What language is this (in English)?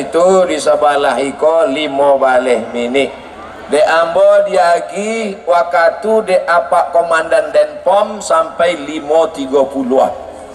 Minangkabau